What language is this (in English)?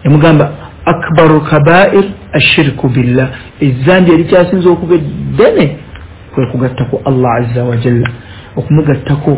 Ganda